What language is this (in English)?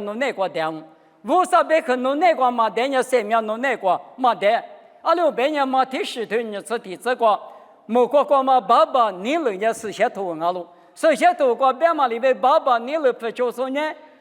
Lisu